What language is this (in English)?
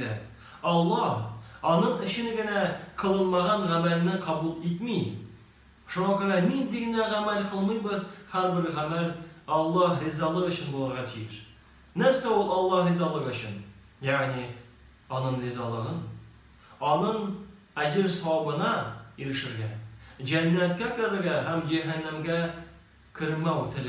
Tatar